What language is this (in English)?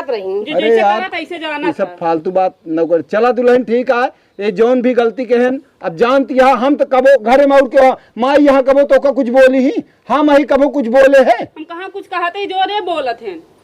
Awadhi